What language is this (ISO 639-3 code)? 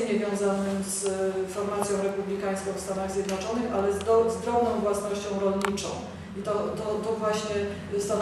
pol